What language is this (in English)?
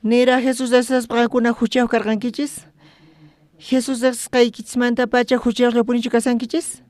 South Bolivian Quechua